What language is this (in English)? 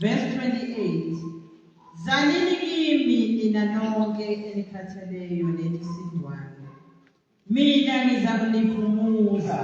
Zulu